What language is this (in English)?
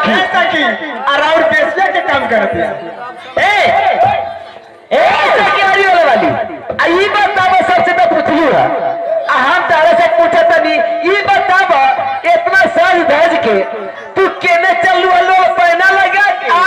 Bhojpuri